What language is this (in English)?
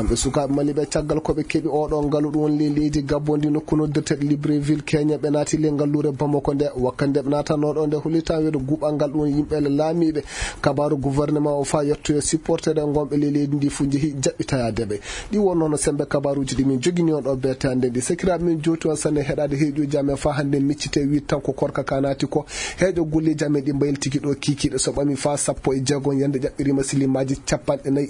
Maasina Fulfulde